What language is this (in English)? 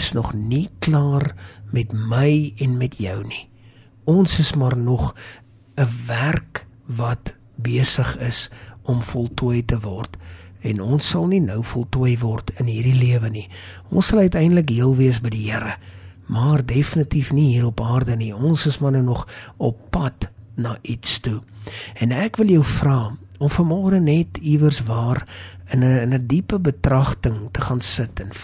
Afrikaans